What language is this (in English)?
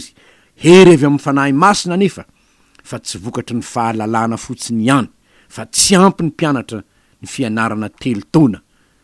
Malagasy